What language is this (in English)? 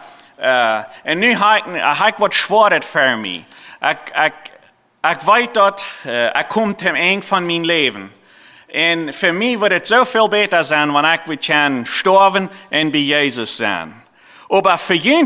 Plautdietsch